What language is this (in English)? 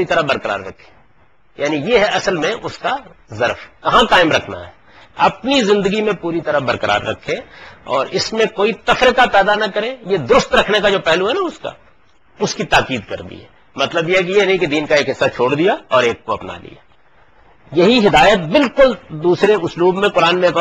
Urdu